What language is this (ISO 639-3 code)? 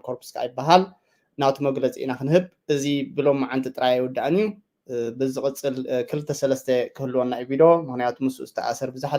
tir